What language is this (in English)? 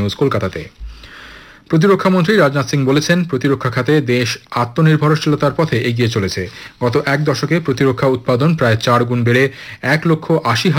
Bangla